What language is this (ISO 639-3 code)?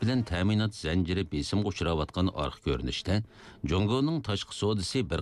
uig